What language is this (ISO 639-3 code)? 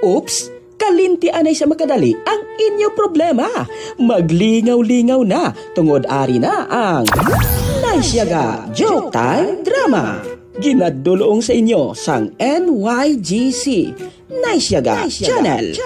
hil